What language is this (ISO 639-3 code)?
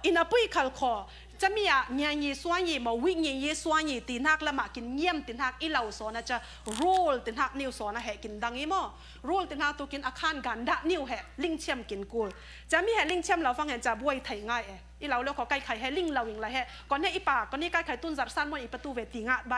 cfm